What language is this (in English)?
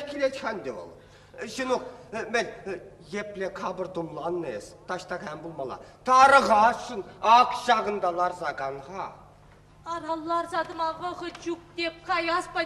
Chuvash